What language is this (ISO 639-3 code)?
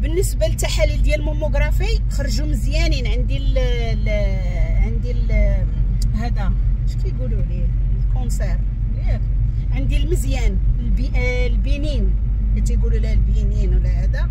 ary